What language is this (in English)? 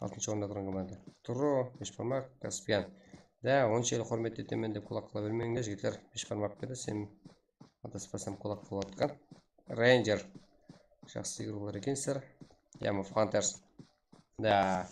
Kara-Kalpak